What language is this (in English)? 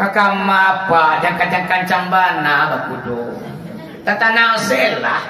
Minangkabau